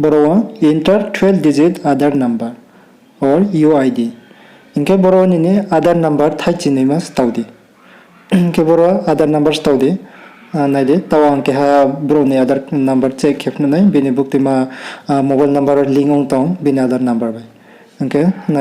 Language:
Riang (India)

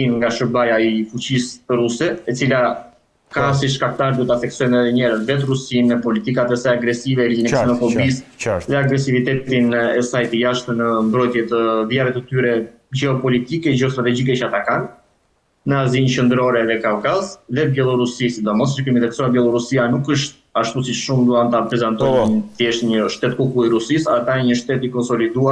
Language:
Albanian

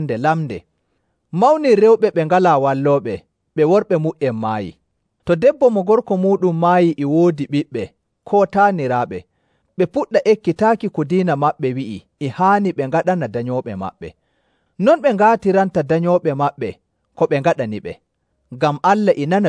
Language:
Nigerian Fulfulde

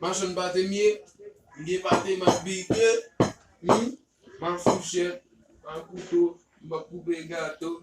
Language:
Haitian Creole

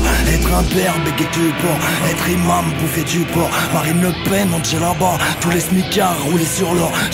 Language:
French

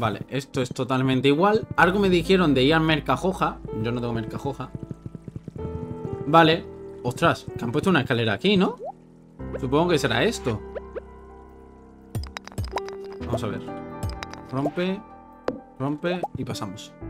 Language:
Spanish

